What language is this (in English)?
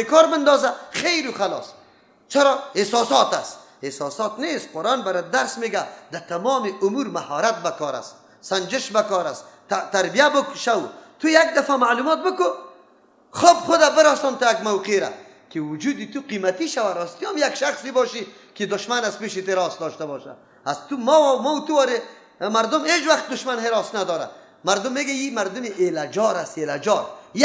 Persian